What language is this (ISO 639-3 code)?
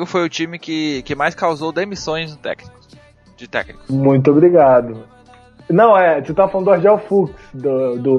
por